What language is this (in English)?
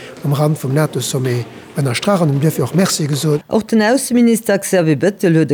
Luxembourgish